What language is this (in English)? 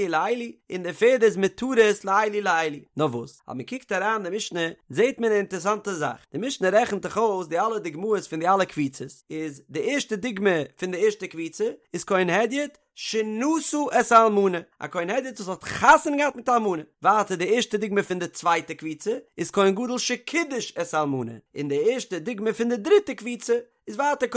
Yiddish